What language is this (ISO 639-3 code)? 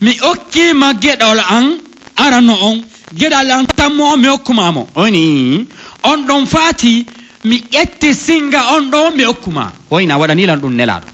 fuf